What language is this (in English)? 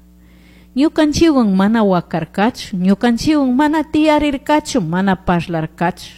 Chimborazo Highland Quichua